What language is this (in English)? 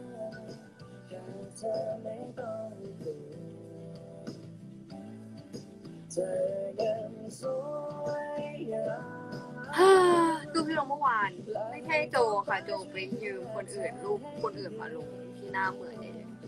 Thai